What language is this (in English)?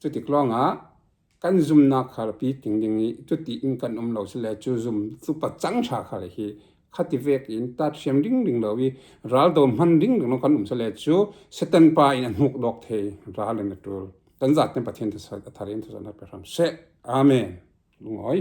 Falam Chin